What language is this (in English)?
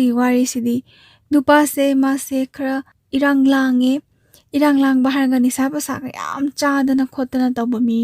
Manipuri